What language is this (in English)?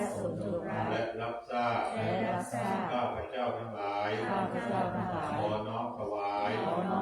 Pali